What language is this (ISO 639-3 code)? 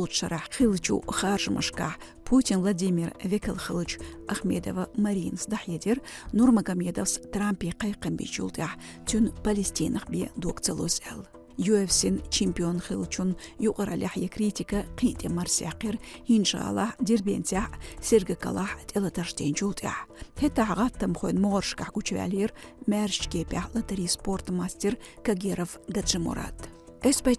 che